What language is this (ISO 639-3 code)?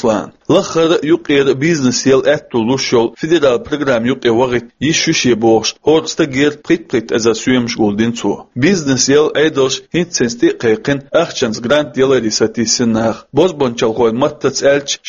che